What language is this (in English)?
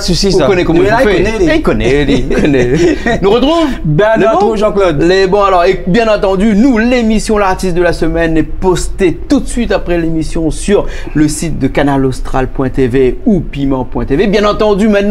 Réunion Creole French